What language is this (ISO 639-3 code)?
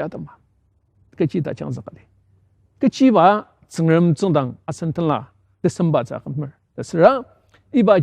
njo